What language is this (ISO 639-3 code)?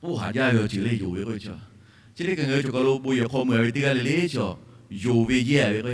lhu